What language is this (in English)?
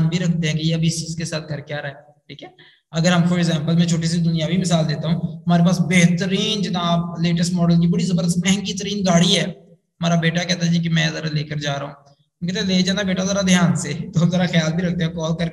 Urdu